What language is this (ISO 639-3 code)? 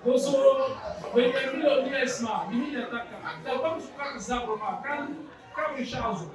dag